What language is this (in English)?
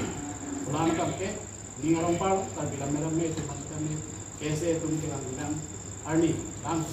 Karbi